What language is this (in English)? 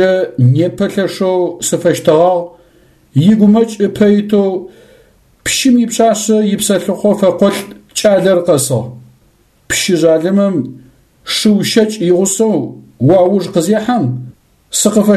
Adyghe